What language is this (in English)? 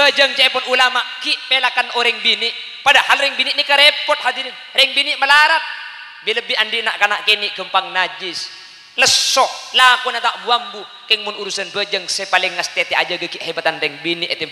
Madurese